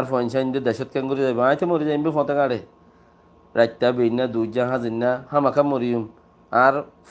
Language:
Rohingya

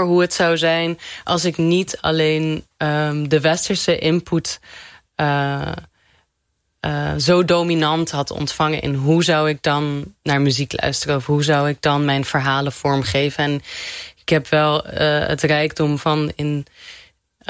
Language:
Dutch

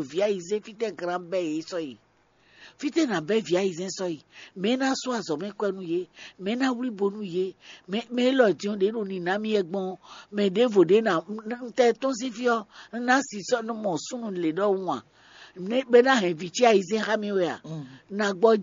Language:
Fon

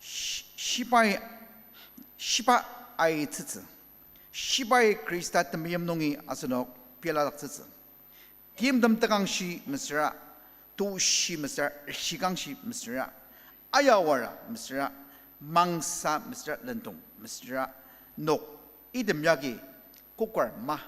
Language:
Ao Naga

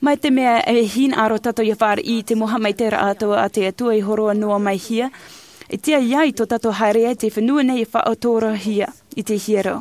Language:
Tahitian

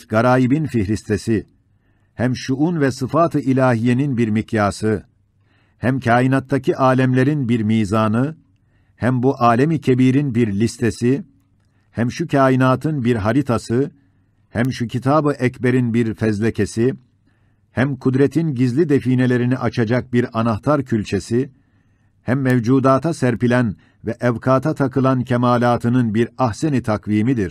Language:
Ottoman Turkish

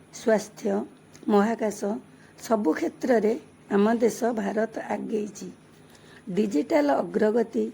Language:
Odia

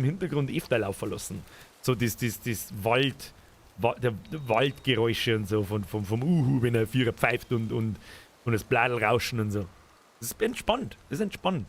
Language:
Bavarian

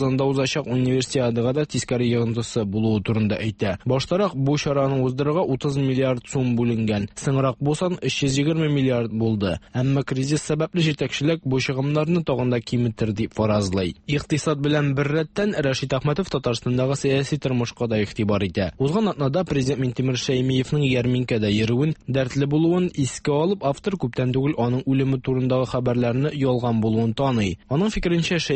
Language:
Tatar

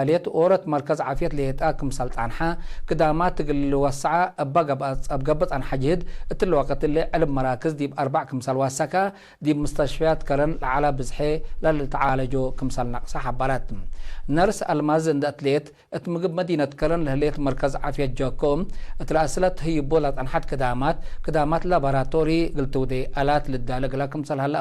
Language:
Tigre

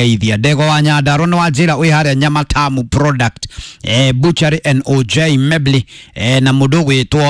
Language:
Kikuyu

